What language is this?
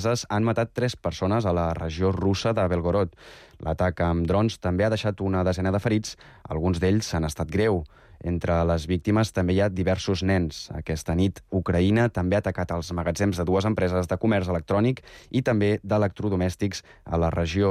Catalan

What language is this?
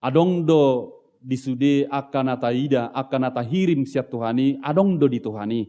Batak Toba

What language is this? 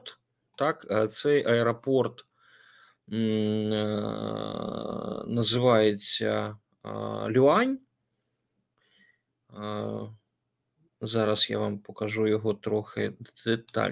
Ukrainian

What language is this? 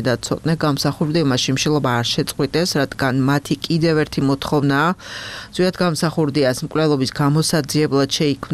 Georgian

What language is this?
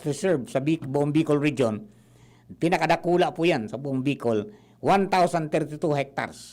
Bikol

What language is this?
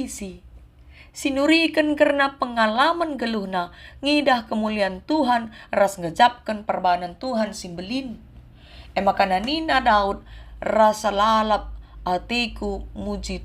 Batak Karo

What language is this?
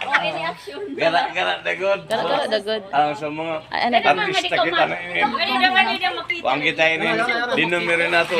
Cebuano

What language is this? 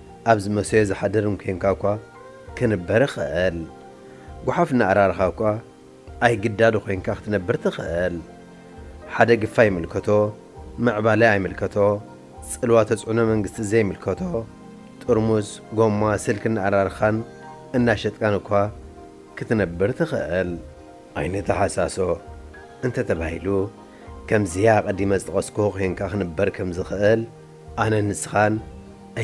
Tigrinya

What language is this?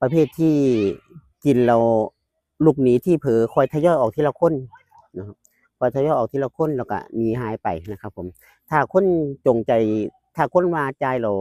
Lao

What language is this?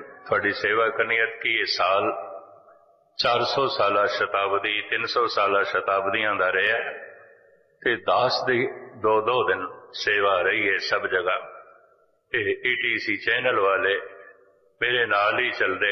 Punjabi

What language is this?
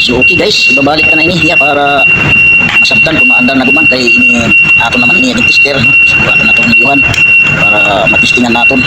Waray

